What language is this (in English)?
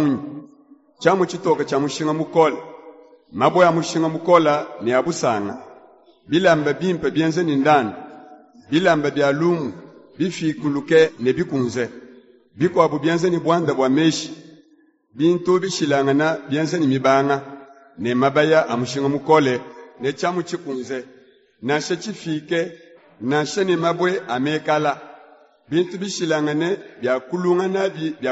Luba-Lulua